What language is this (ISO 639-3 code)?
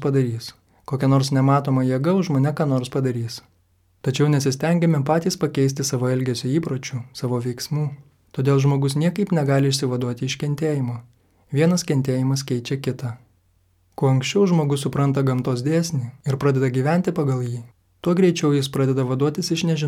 lit